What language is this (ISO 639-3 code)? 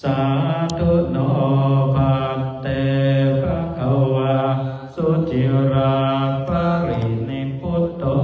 pli